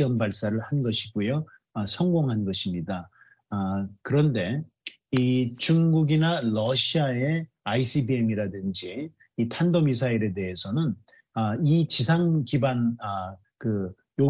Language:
Korean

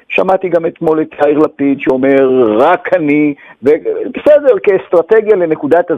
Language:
Hebrew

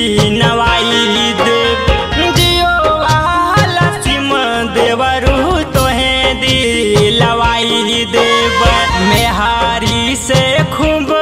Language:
Bhojpuri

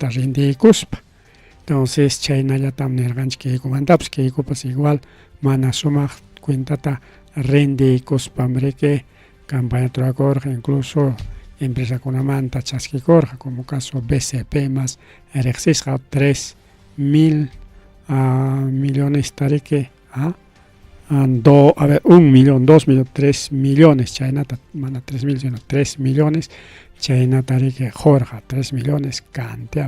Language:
Ayacucho Quechua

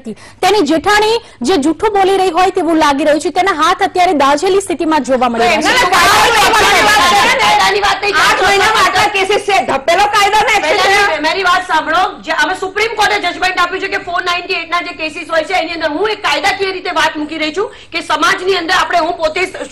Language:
Gujarati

